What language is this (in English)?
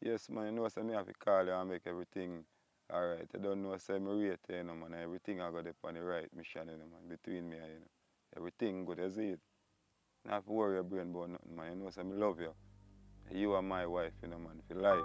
Jamaican Creole English